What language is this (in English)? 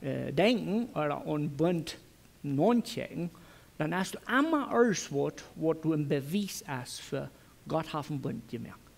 Plautdietsch